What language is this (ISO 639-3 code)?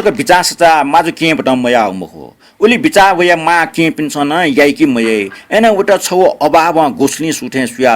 new